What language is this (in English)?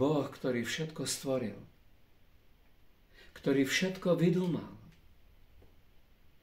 Slovak